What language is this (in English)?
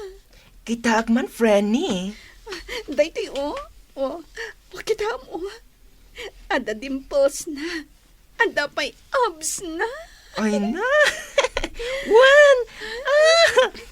Iloko